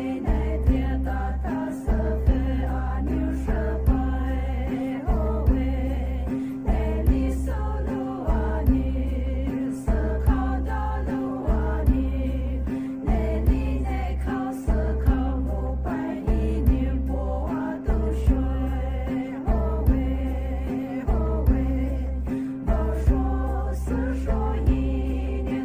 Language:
Poumei Naga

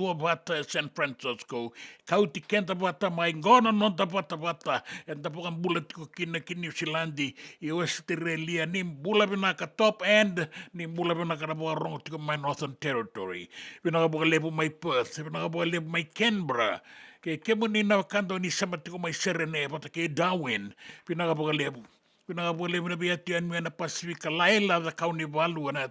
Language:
Fijian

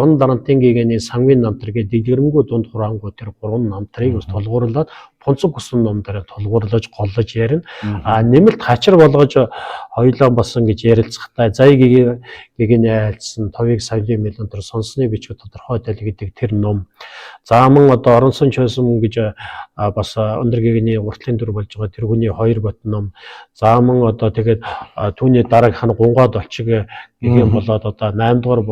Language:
Mongolian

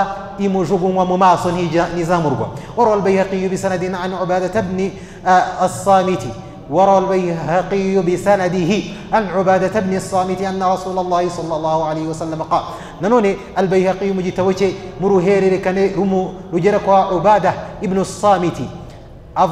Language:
Kinyarwanda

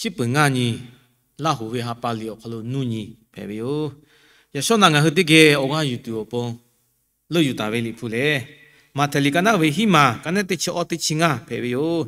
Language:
Lahu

